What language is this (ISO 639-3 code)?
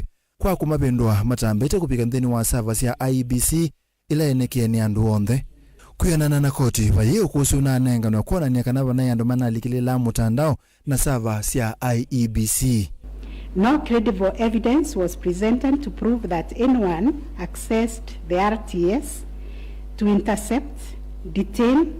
kam